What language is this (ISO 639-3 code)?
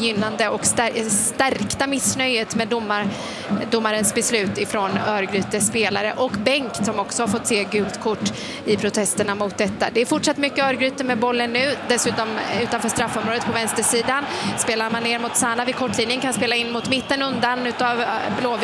swe